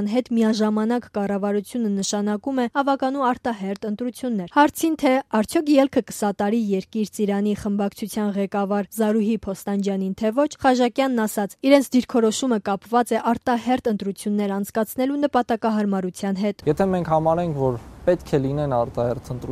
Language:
Armenian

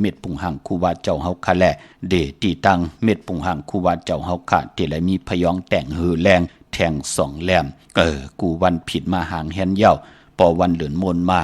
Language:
Shan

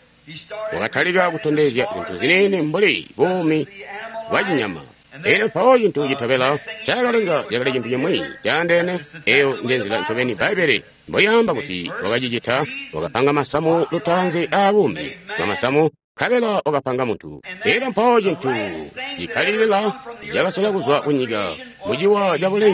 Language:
Tonga (Zambia)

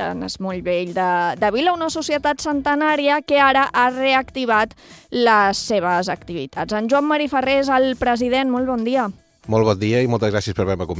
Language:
Catalan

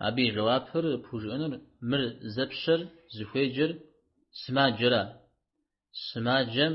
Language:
Kabardian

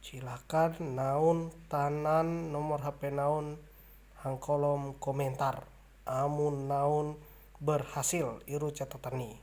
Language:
Ma'anyan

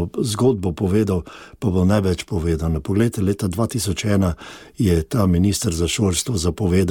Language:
Slovenian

